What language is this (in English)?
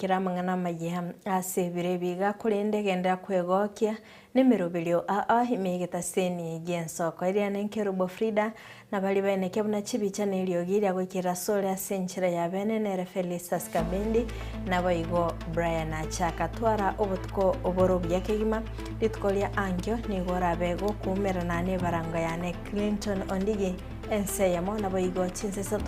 Gusii